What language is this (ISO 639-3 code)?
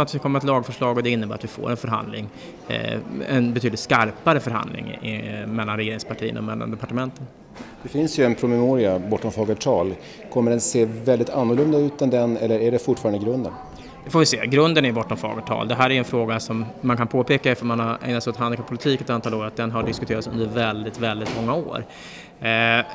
swe